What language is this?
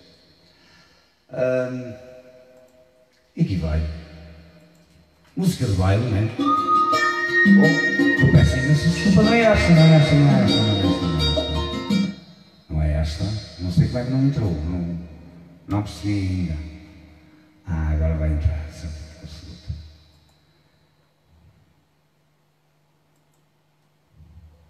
Portuguese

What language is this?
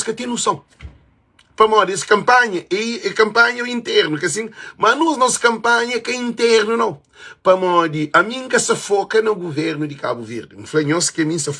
Kabuverdianu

